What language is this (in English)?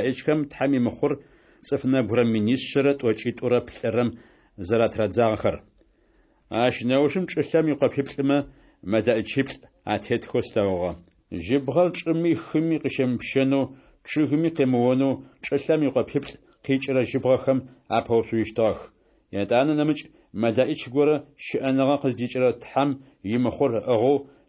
Adyghe